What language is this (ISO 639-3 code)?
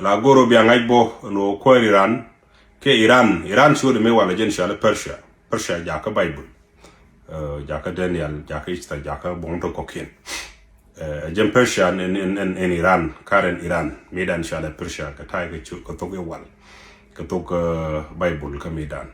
nus